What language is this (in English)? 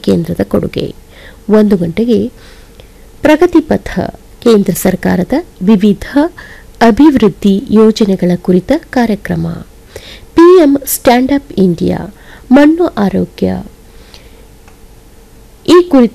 Kannada